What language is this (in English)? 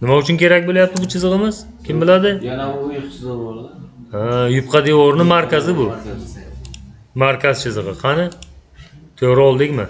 Uzbek